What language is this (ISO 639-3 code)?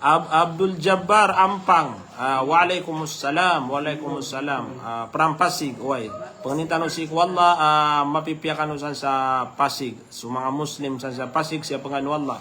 mrw